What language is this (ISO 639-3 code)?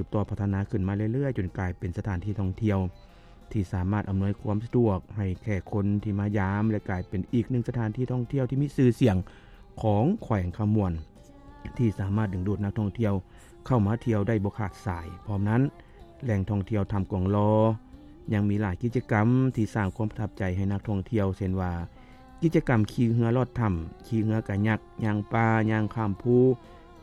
lao